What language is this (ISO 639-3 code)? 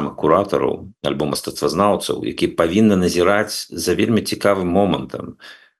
bel